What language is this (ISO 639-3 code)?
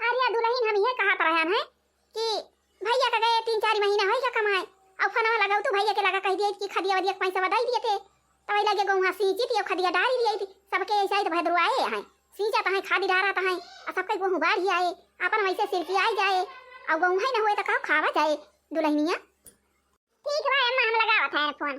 awa